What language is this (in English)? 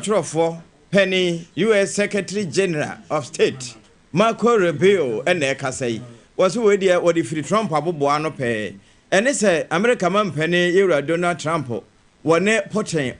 Akan